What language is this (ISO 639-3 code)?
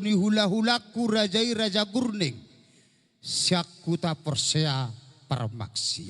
bbc